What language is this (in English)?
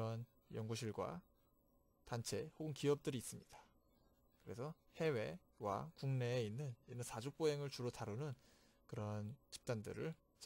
Korean